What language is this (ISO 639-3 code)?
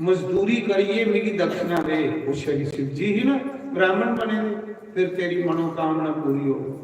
doi